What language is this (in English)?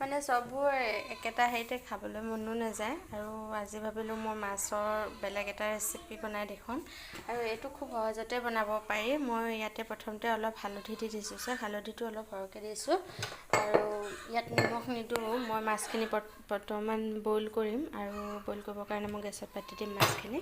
Assamese